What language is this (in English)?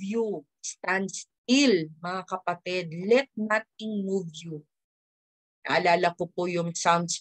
Filipino